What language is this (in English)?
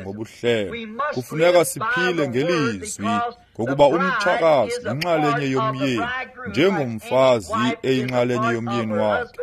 Xhosa